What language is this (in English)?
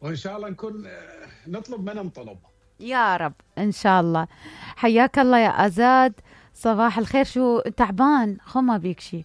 Mesopotamian Arabic